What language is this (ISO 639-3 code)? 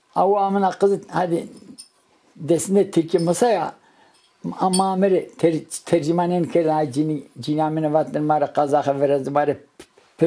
zza